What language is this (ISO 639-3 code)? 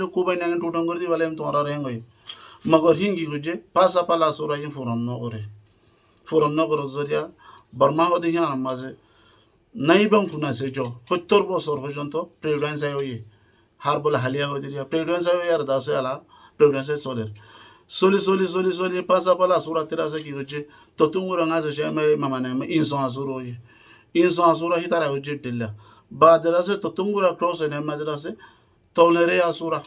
rhg